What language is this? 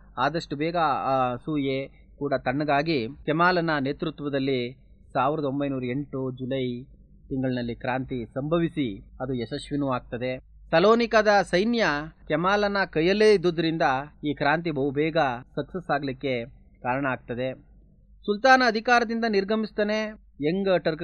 Kannada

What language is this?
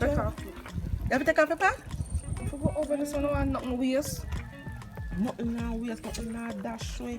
Jamaican Creole English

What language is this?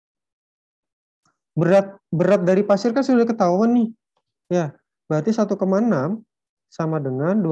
Indonesian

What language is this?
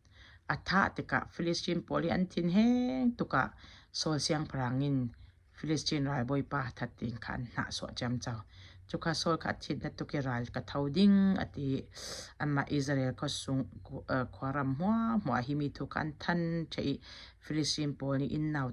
Falam Chin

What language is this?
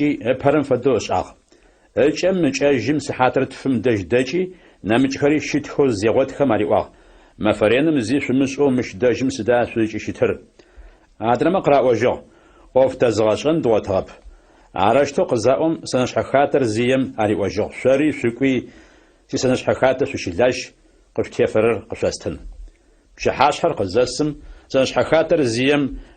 Adyghe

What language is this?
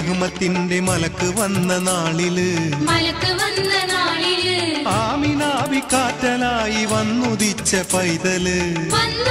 Malayalam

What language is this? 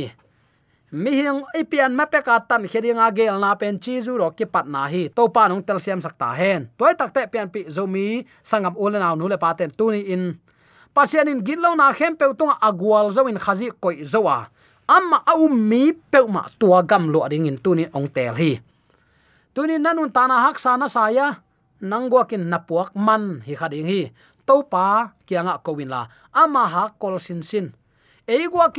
Tedim Chin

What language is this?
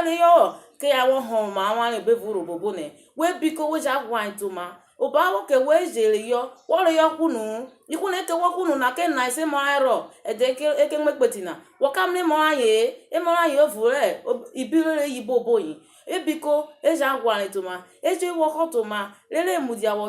Urhobo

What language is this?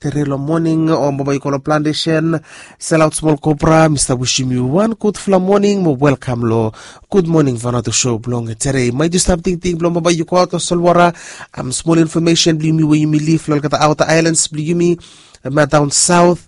Bislama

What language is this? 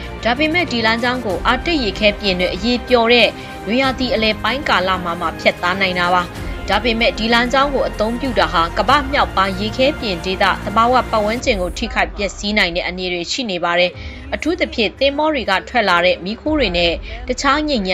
Burmese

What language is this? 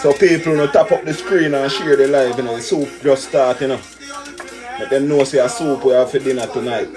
Jamaican Creole English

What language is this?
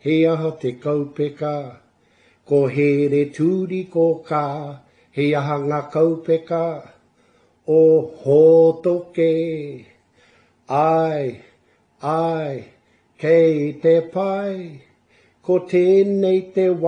Māori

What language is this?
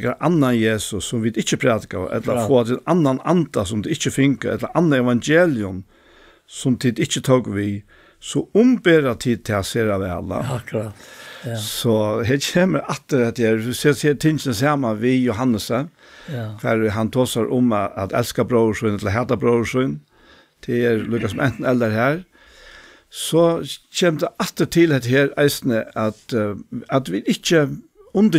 Faroese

